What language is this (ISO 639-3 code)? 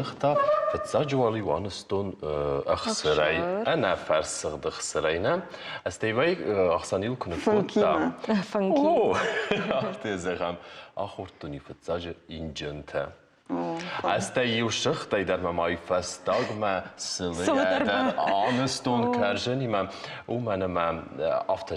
oss